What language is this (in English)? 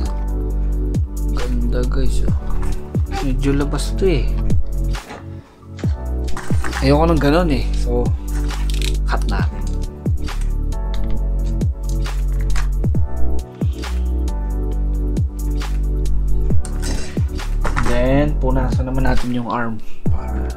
Filipino